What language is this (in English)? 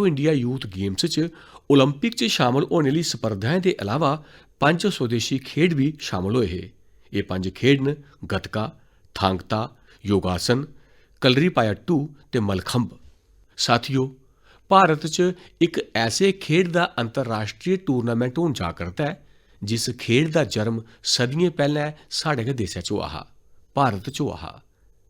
Dogri